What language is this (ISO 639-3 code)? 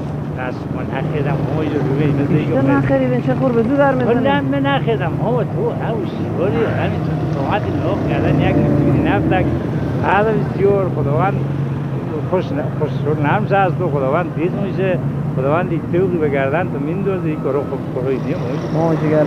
fas